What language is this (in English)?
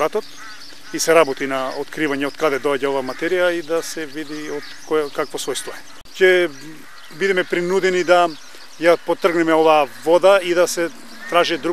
Macedonian